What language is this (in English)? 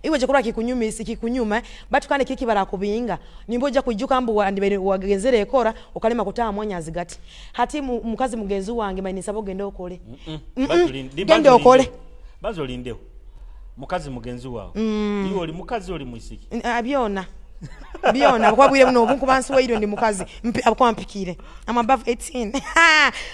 Nyoro